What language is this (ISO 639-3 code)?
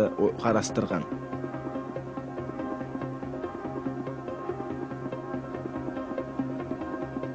kaz